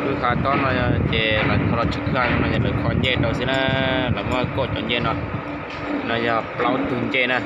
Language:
Hmong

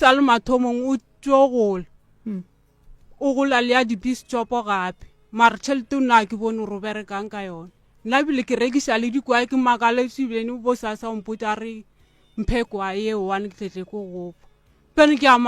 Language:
Northern Sotho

